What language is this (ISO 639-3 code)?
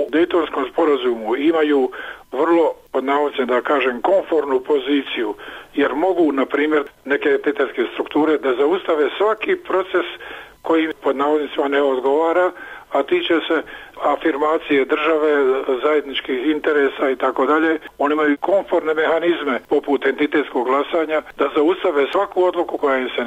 bos